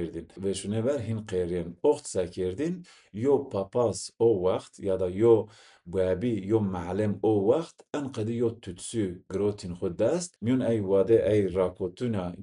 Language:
Zaza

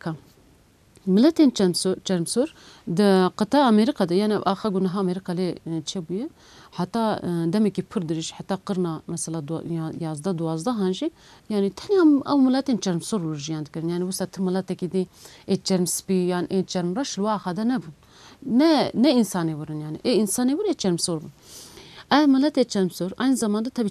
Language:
Kurdish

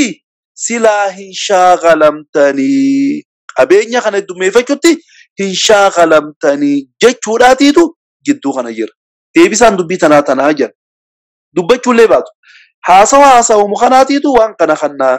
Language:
Oromo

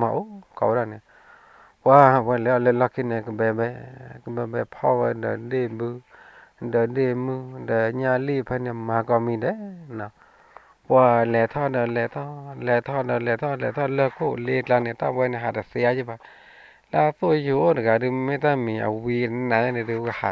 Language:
S'gaw Karen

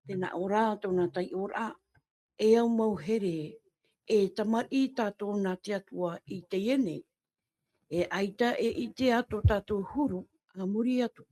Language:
Tahitian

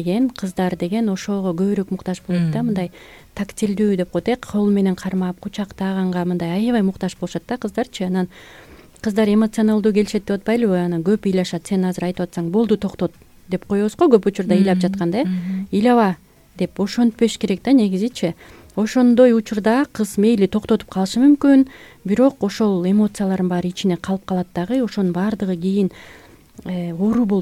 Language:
Kyrgyz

